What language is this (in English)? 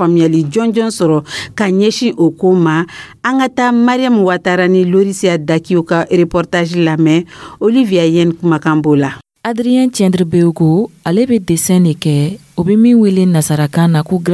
Dyula